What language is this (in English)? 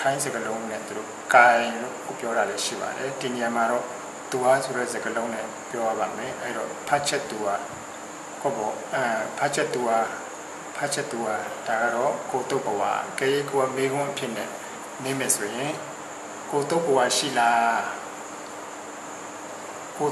Burmese